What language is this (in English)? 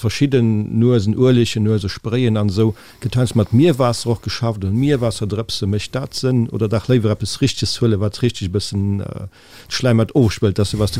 Luxembourgish